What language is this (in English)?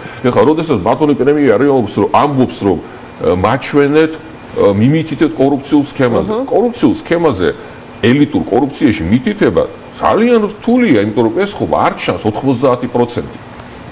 Georgian